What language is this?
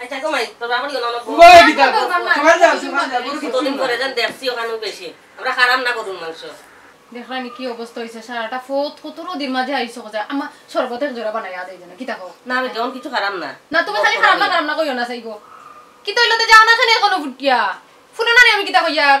Sylheti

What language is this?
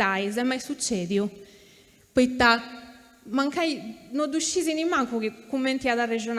Sardinian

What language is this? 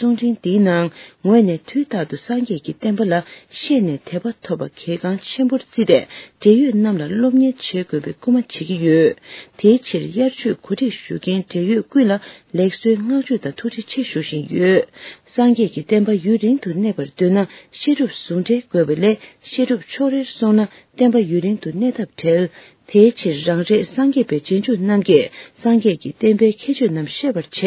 Tibetan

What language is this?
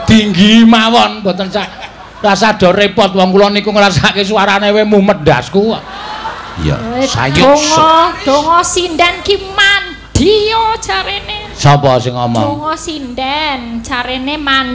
Javanese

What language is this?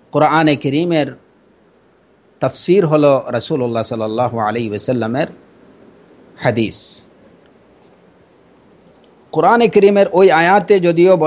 Bangla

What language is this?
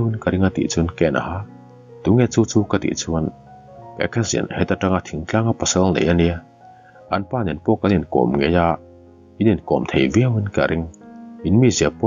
Mizo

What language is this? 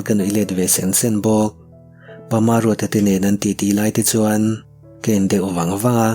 Mizo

